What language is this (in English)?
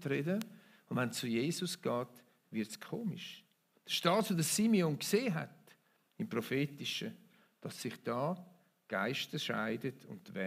Swiss German